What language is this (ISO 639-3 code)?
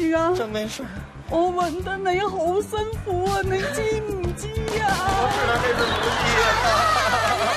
zho